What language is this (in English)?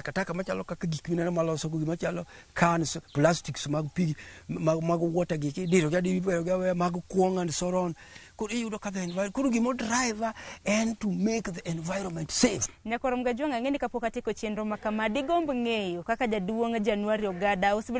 Luo (Kenya and Tanzania)